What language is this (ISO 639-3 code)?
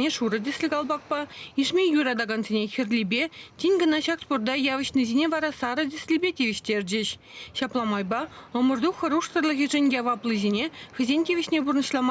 chv